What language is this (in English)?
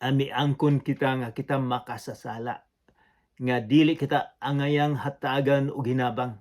Cebuano